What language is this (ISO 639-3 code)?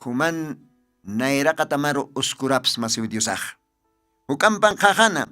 aym